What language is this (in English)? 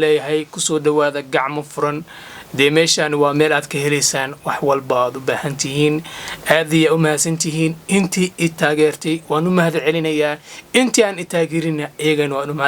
Somali